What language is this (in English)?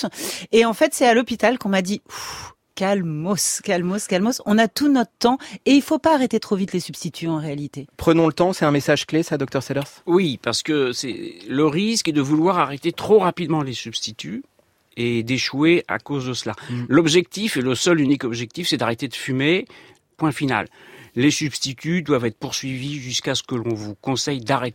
French